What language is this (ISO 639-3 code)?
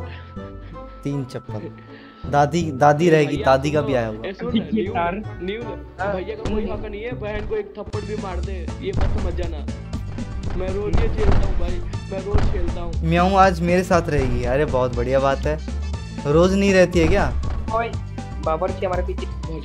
hin